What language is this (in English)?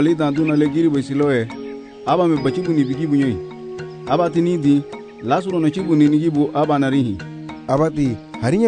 Garifuna